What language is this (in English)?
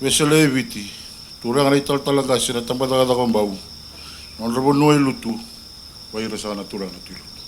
Fijian